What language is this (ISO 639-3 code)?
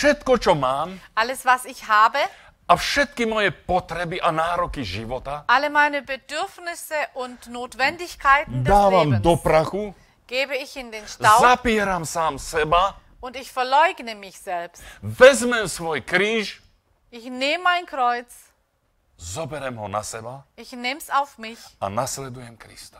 slk